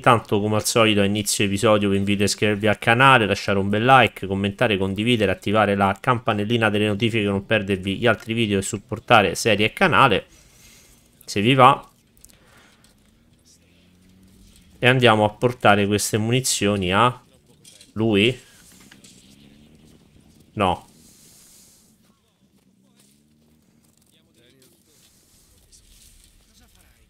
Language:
Italian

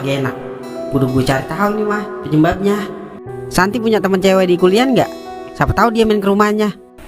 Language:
Betawi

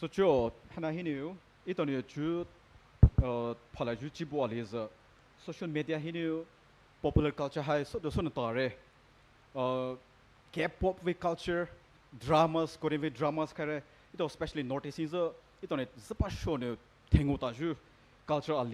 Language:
Poumei Naga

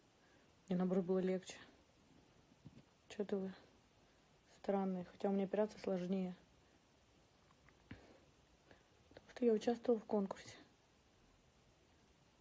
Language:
Russian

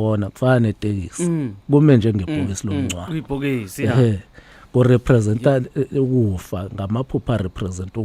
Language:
Zulu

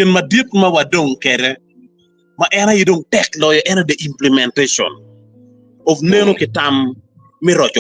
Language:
Acoli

